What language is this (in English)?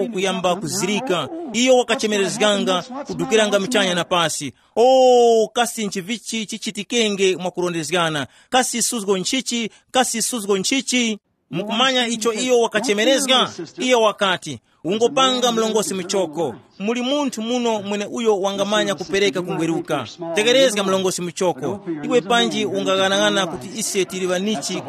Tumbuka